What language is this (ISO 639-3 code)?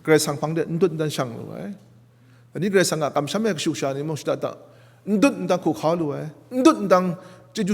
kac